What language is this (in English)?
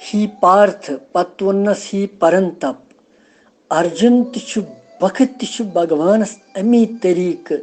Kashmiri